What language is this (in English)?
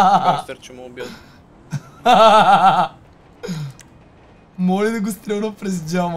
Bulgarian